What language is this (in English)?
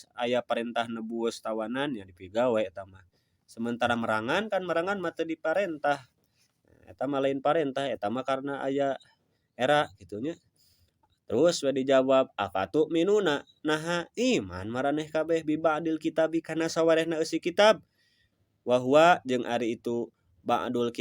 Sundanese